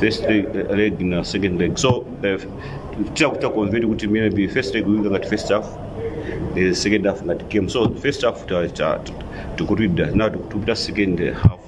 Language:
Nyanja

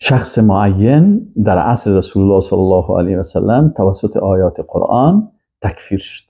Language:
Persian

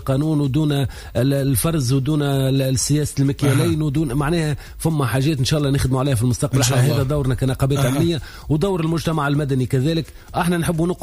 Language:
Tunisian Arabic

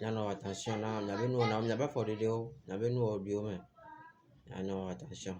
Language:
Ewe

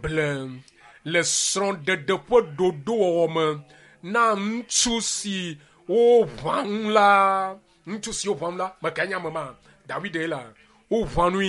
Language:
Ewe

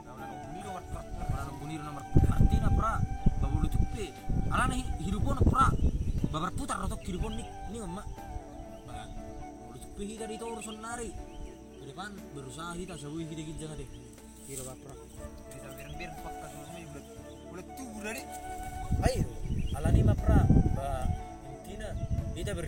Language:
Batak Toba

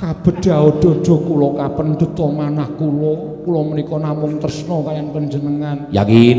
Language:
Javanese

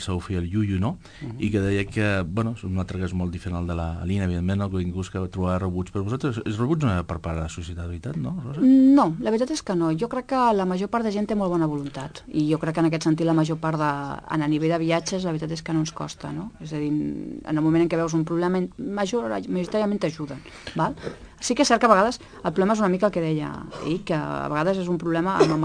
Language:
Catalan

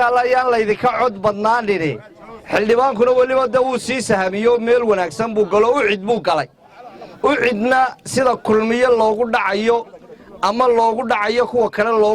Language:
Somali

